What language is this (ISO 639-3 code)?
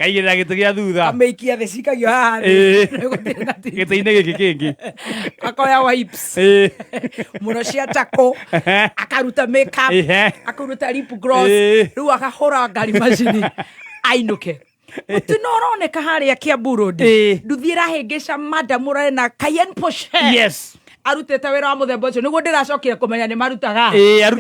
kik